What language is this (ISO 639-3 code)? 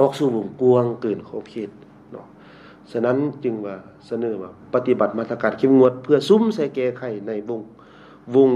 lao